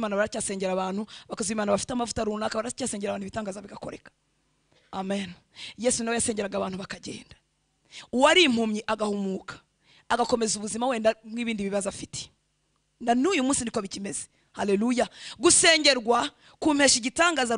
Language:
Kinyarwanda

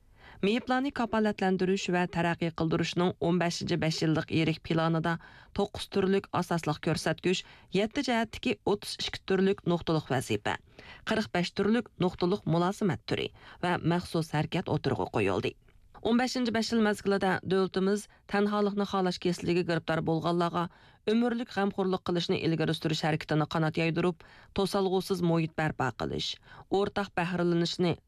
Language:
Uyghur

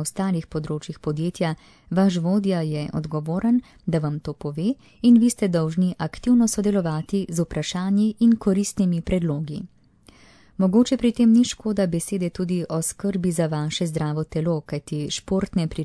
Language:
Slovenian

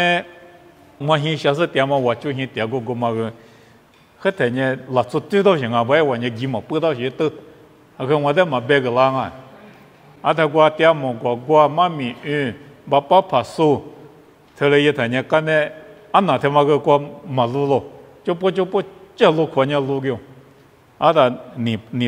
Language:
Lisu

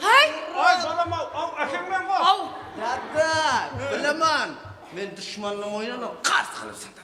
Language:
Kara-Kalpak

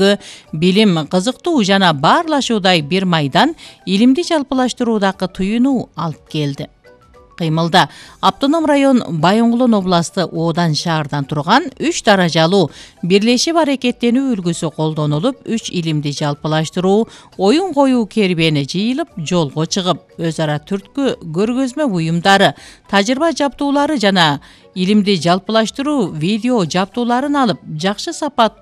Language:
Kyrgyz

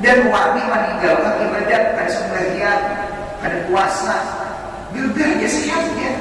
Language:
Banjar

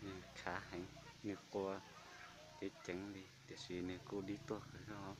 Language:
Hmong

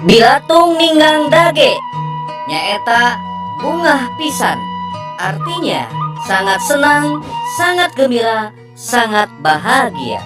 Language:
Sundanese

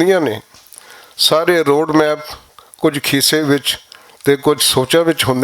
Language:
Western Panjabi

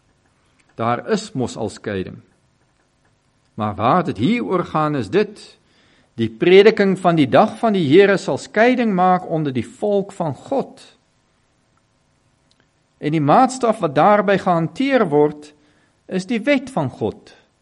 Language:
Afrikaans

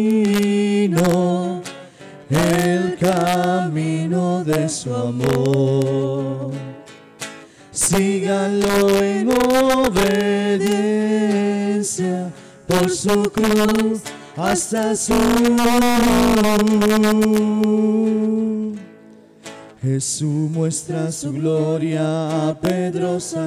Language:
Spanish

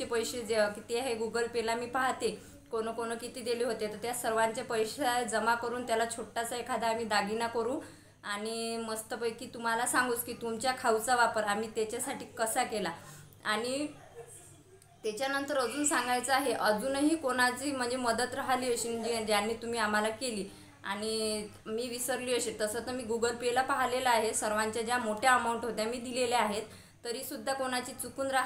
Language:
Marathi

